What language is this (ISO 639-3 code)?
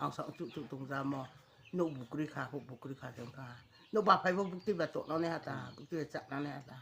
ria